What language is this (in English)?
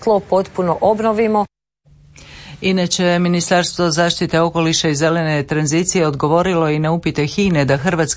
Croatian